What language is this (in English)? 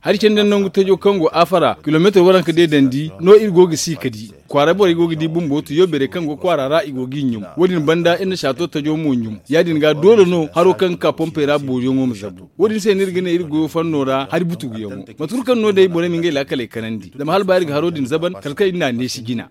Zarma